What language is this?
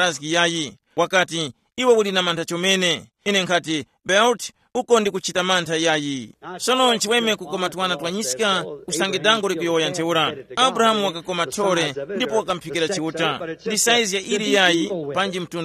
Tumbuka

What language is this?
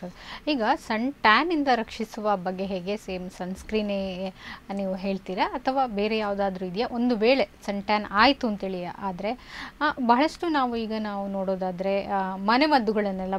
Kannada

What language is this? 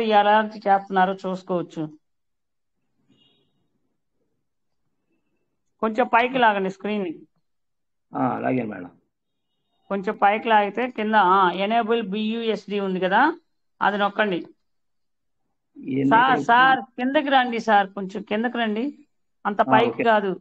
Telugu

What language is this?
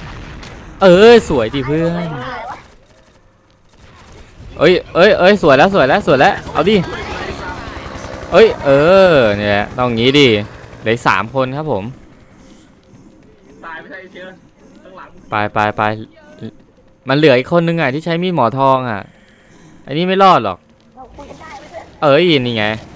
Thai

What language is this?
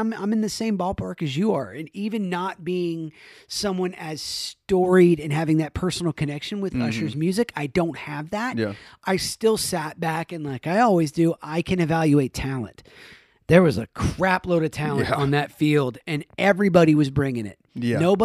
English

